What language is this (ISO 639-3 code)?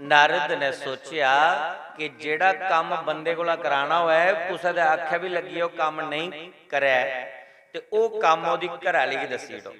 doi